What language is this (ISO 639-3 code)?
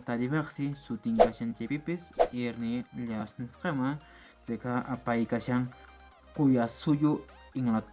que